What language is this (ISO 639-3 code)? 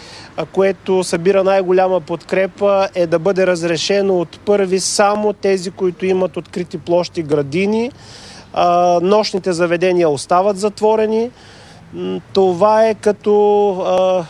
bul